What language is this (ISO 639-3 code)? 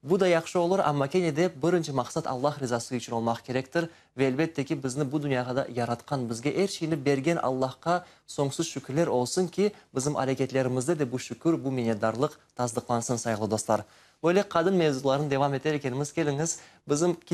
crh